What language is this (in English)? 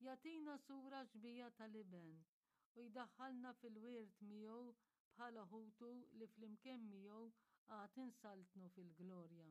Maltese